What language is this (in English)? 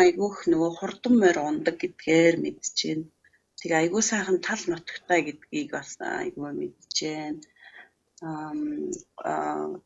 Mongolian